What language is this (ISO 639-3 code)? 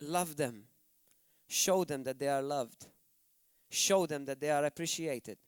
eng